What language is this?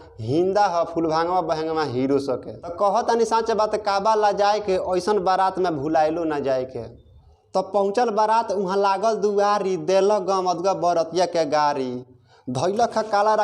Bhojpuri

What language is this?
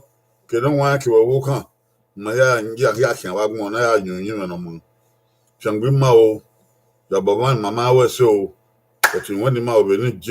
Bini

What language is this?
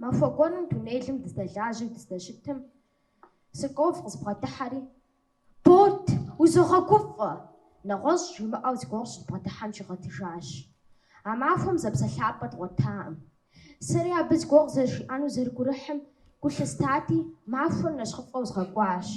Kabardian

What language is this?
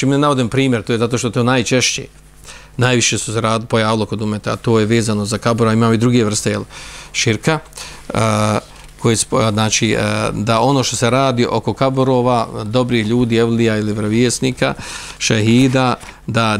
Bosnian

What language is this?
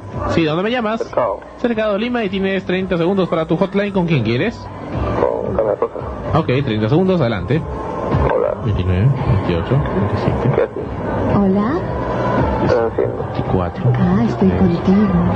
Spanish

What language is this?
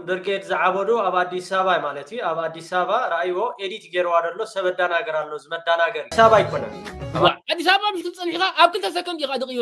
Tigrinya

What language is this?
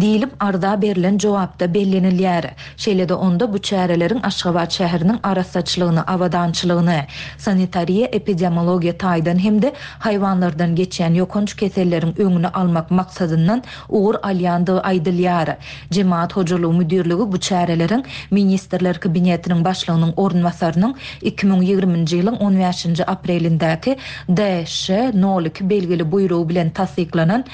Turkmen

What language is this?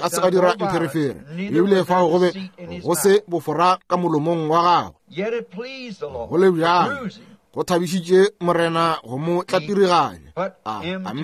Northern Sotho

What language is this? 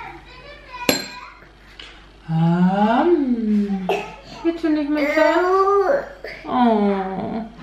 German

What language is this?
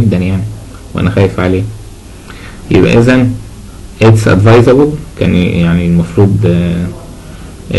Egyptian Arabic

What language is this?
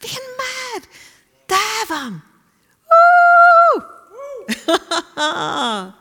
Latvian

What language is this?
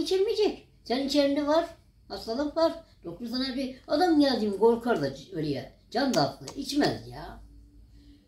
Turkish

